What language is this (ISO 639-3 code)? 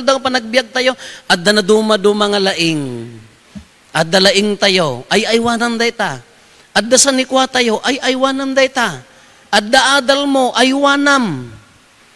ilo